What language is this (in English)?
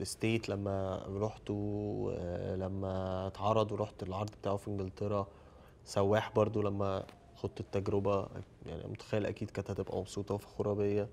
Egyptian Arabic